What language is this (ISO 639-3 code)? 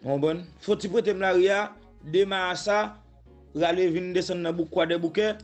hat